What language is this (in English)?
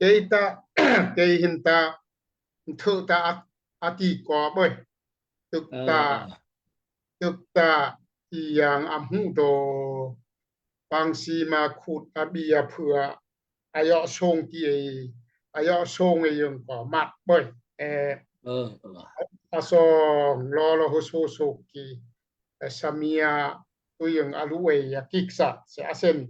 Daai Chin